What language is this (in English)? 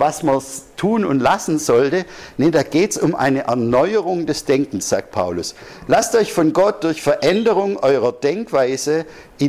German